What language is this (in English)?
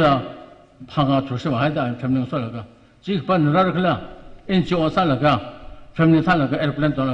Tangkhul Naga (India)